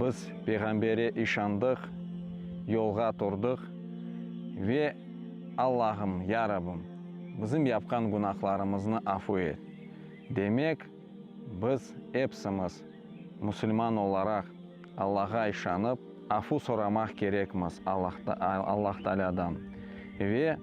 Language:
Crimean Tatar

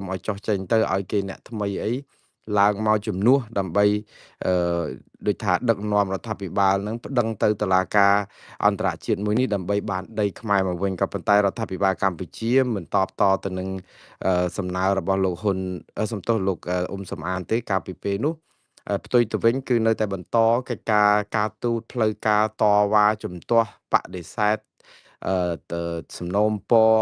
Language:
Khmer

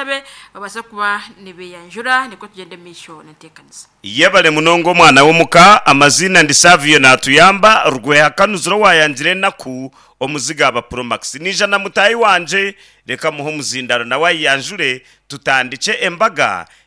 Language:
Nyankole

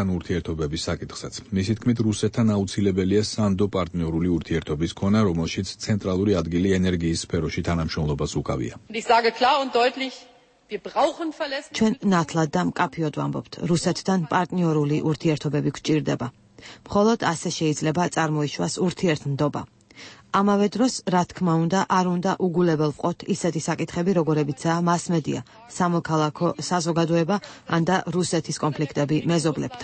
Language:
Georgian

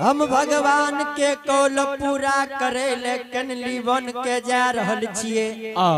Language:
Angika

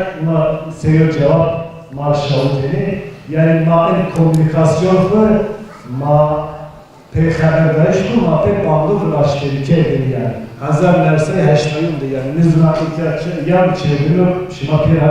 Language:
Zaza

